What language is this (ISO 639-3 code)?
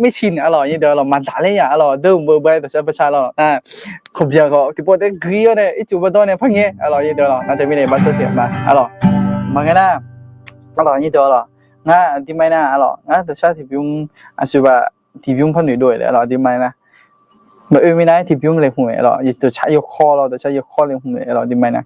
ahk